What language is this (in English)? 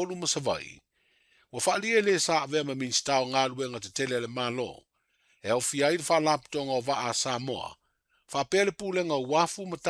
Samoan